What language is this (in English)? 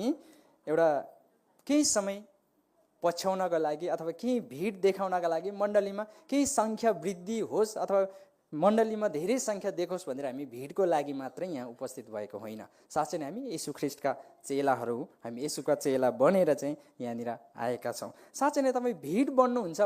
Nepali